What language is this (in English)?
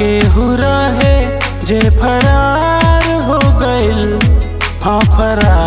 Bhojpuri